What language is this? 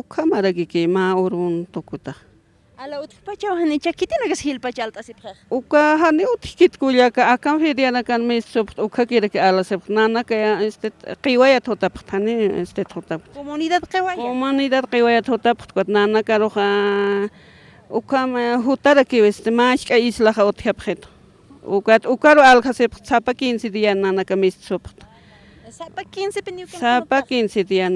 Aymara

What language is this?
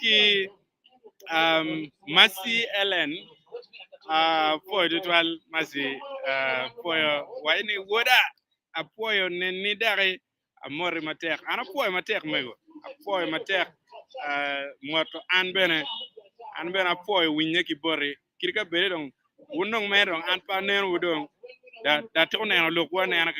Acoli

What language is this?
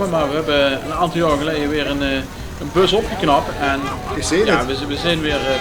Limburgish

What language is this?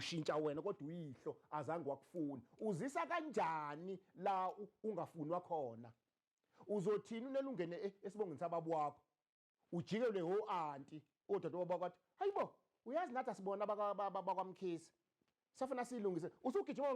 Zulu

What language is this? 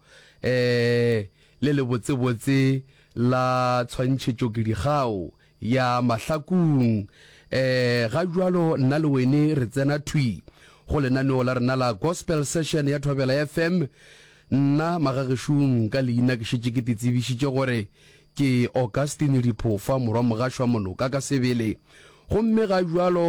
Northern Sotho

